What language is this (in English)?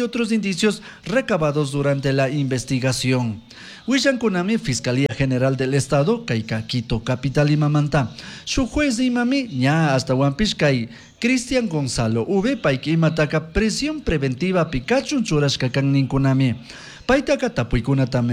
Chimborazo Highland Quichua